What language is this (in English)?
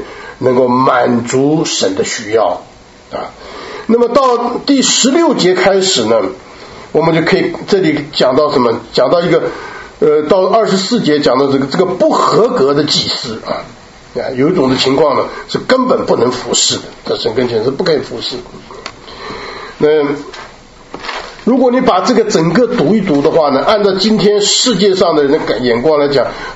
Chinese